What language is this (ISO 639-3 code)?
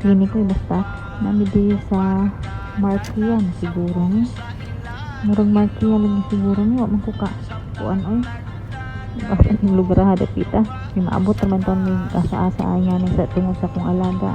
ceb